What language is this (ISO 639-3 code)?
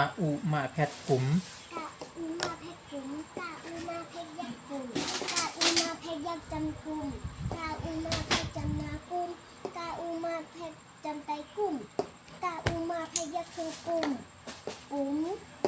shn